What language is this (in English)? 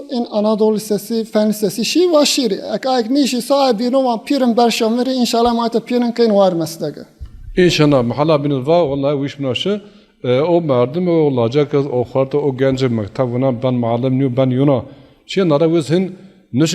Zaza